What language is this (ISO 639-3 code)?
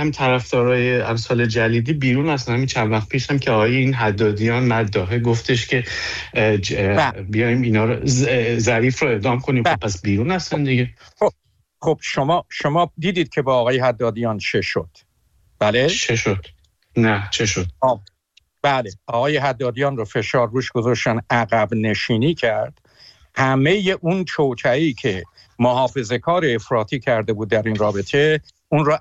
fas